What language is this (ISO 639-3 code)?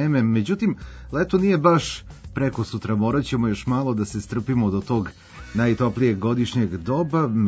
srp